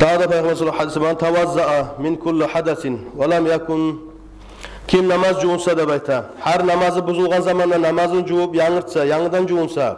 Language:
Kumyk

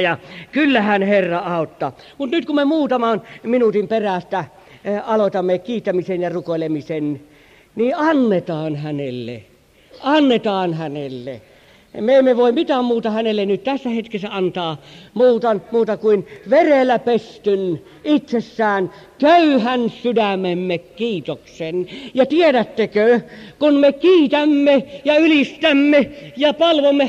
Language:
Finnish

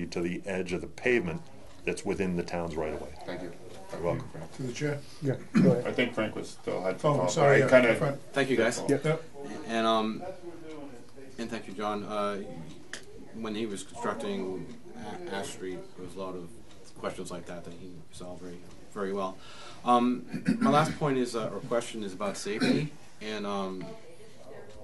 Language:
English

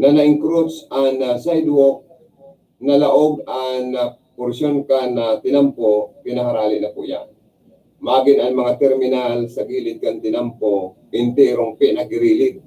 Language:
Bikol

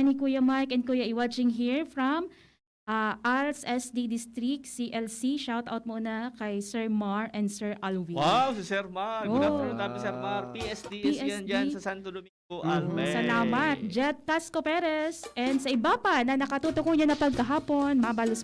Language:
Bikol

